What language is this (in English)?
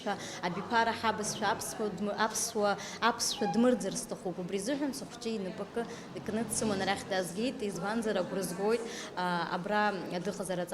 Abkhazian